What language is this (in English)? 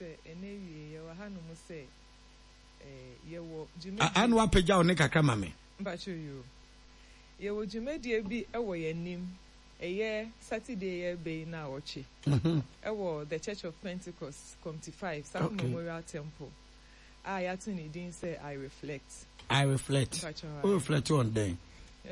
Akan